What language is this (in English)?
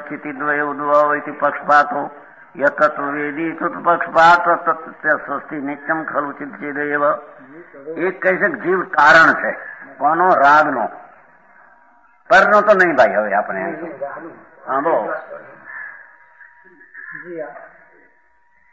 Gujarati